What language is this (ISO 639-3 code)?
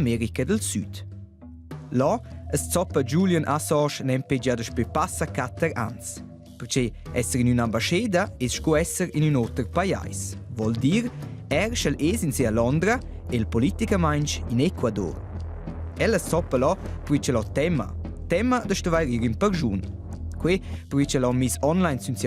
roh